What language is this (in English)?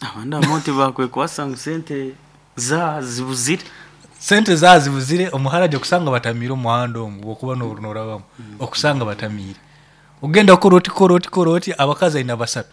Nyoro